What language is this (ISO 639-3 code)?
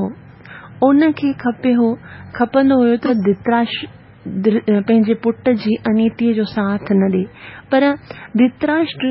snd